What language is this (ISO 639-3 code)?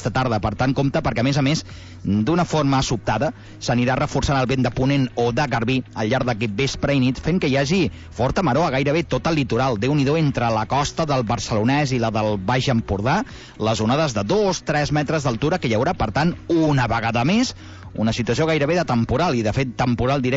cat